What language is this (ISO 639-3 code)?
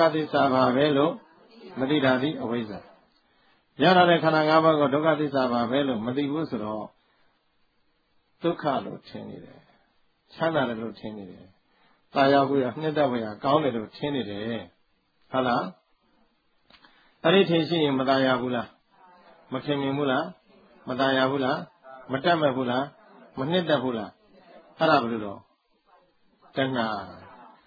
mya